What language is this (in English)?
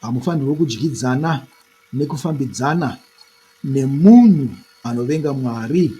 Shona